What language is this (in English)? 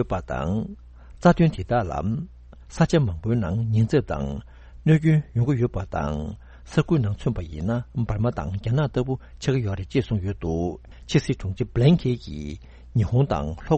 Tibetan